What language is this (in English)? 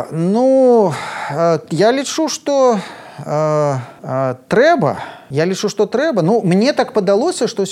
Belarusian